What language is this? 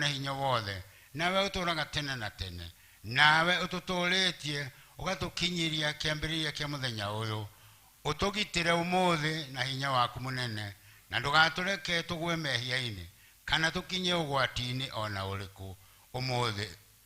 Kikuyu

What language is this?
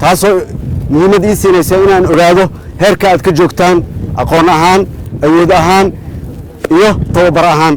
Somali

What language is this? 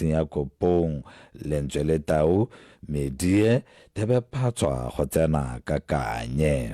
Tswana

